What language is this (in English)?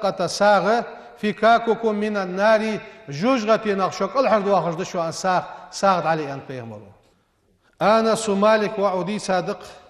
Ingush